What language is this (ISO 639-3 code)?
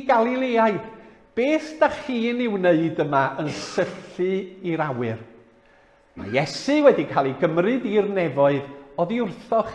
cym